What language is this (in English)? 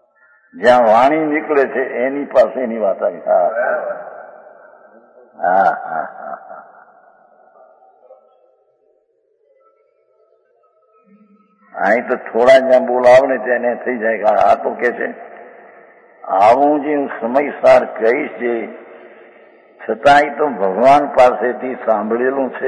Gujarati